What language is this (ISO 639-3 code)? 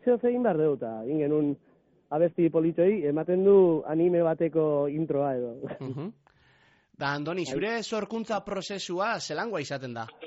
eus